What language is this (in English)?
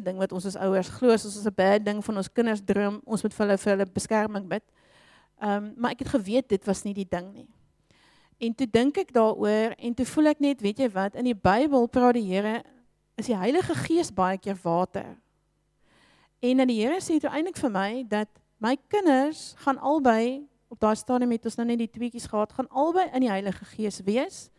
Afrikaans